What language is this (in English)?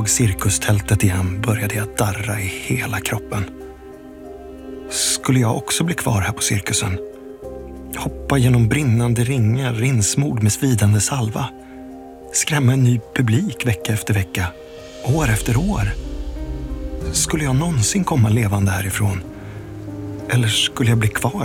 Swedish